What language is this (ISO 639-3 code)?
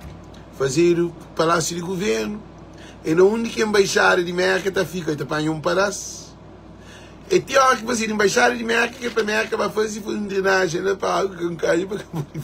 kea